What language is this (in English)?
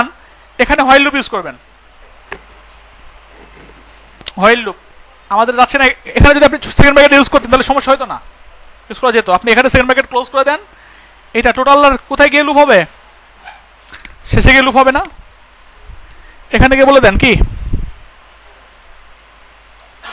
Bangla